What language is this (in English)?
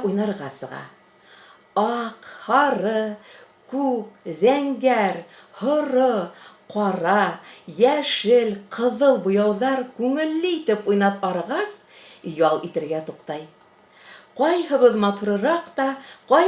Bashkir